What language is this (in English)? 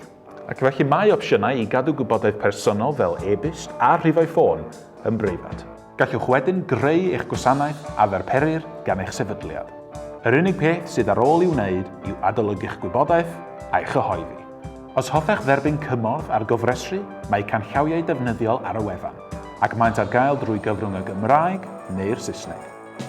Welsh